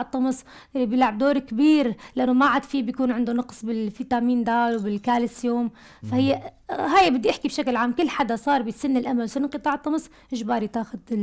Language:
North Levantine Arabic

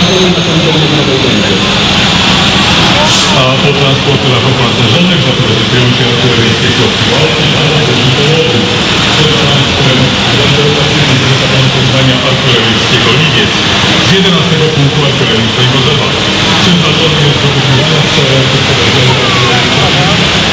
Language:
Polish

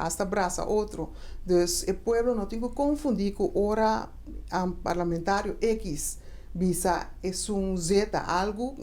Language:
Papiamento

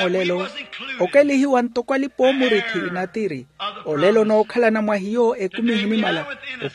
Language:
Makhuwa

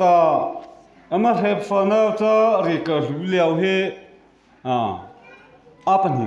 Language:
Mara Chin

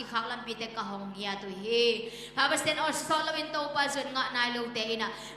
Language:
Tedim Chin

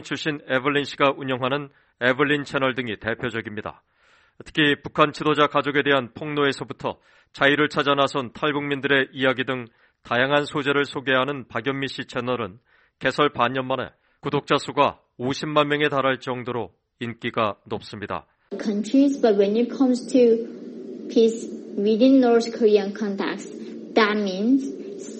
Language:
Korean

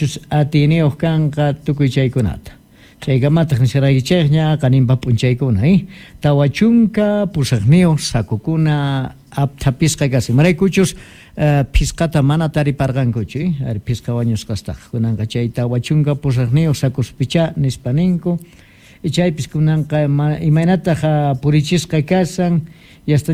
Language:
Quechua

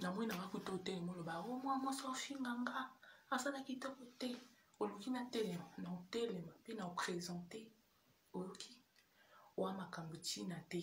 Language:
Lingala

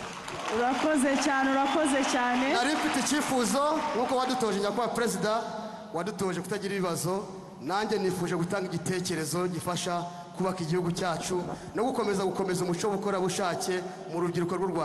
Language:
Kinyarwanda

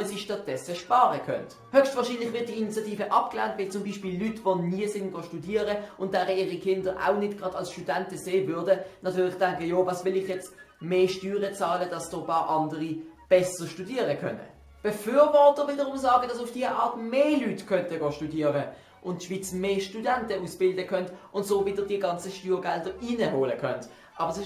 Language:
Swiss German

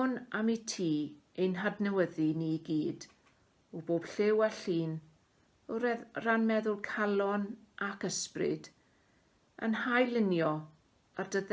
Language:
Welsh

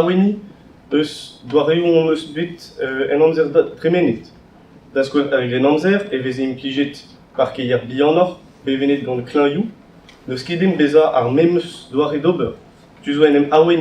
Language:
Breton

